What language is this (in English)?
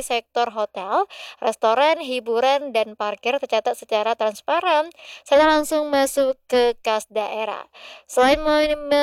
Indonesian